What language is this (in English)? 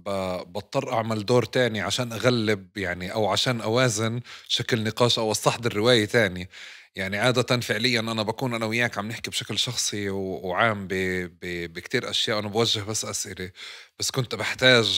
North Levantine Arabic